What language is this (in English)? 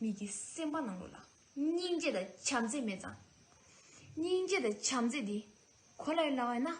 Tibetan